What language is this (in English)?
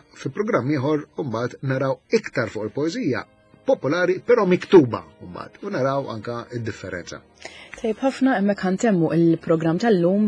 Maltese